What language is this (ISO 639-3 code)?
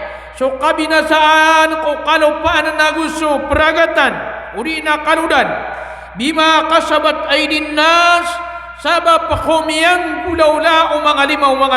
mrw